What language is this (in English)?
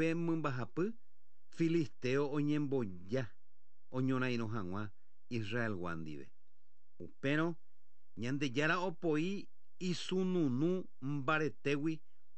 Guarani